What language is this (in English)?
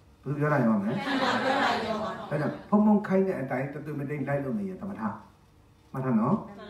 Burmese